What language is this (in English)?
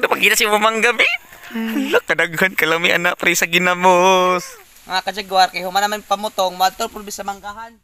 Cebuano